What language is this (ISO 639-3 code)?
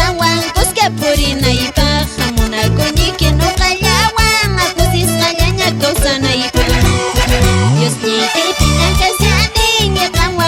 que